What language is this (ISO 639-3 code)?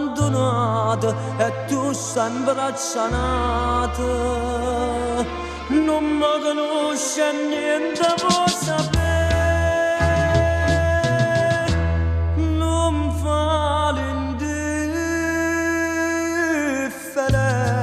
nap